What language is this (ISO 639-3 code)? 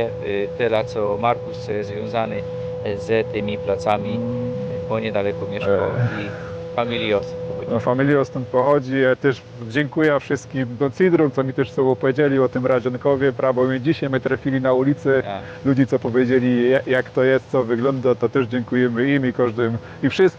szl